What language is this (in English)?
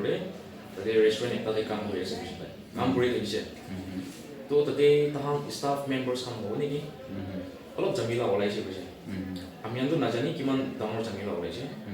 Naga Pidgin